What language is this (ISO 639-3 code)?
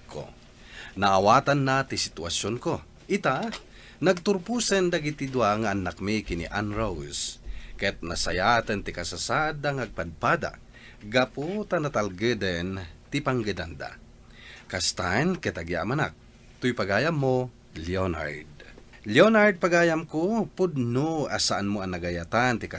ilo